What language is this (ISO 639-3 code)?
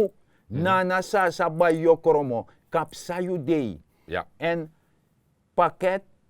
srn